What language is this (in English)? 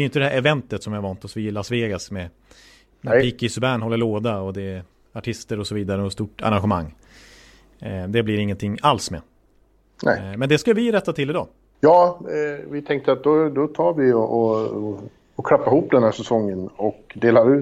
Swedish